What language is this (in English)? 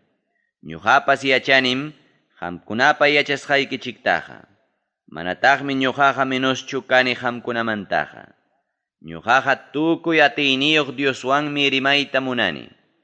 Ayacucho Quechua